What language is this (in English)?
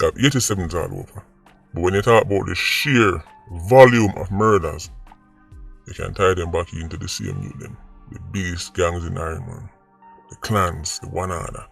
Jamaican Creole English